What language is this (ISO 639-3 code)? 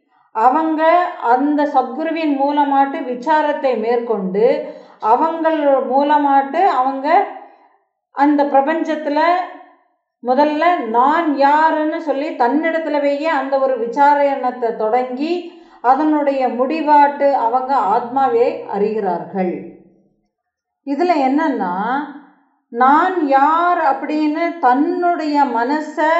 tam